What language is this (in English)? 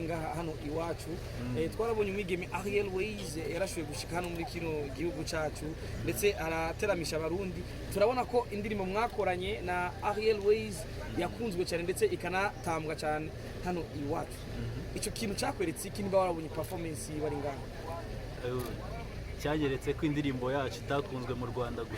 Rundi